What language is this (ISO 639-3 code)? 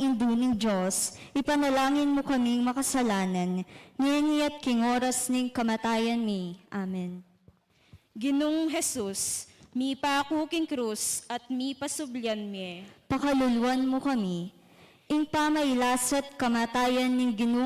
pam